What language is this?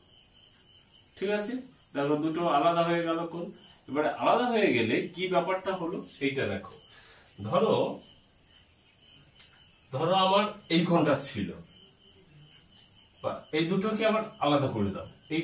Bangla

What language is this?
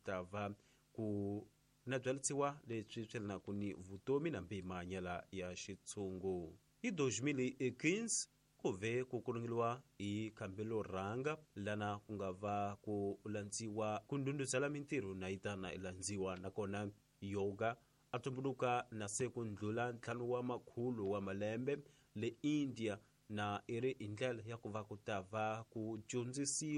Tsonga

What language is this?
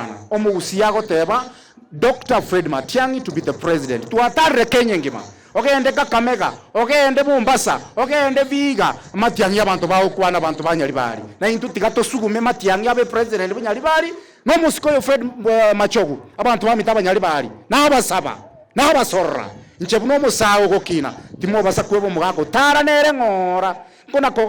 Gusii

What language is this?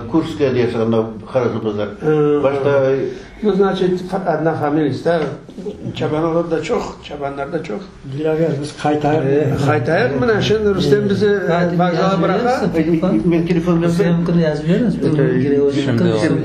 Crimean Tatar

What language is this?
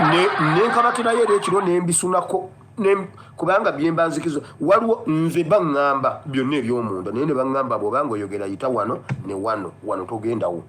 Ganda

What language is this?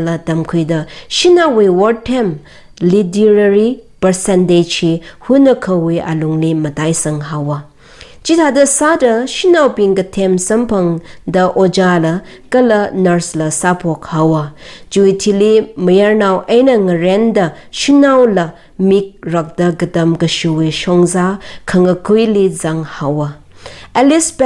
Tangkhul Naga (India)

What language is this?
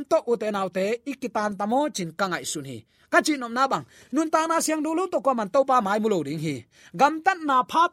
Tedim Chin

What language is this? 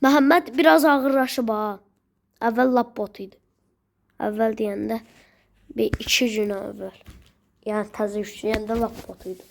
Azerbaijani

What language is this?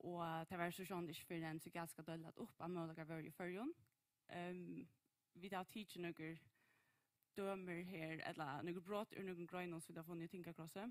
Faroese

